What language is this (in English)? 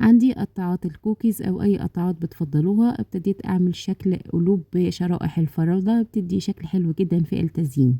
Egyptian Arabic